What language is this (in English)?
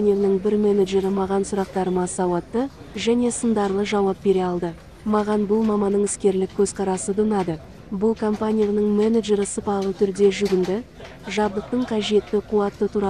Kazakh